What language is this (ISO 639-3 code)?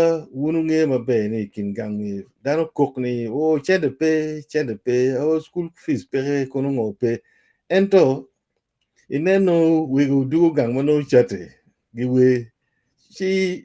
ach